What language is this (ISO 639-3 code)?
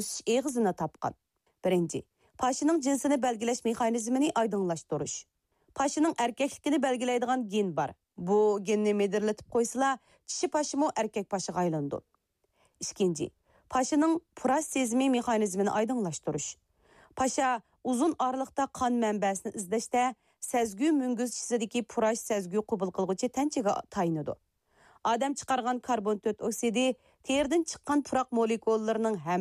uig